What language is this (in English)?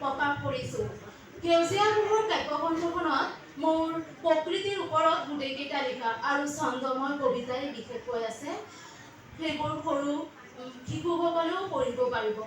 Assamese